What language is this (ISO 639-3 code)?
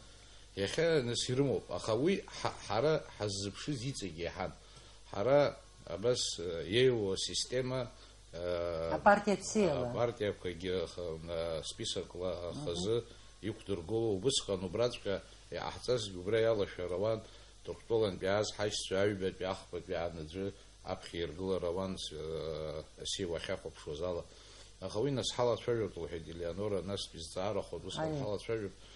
abk